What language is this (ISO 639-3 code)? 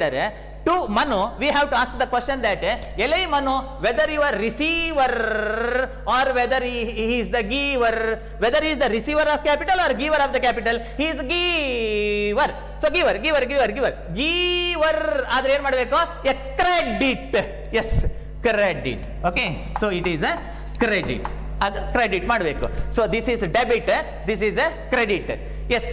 kan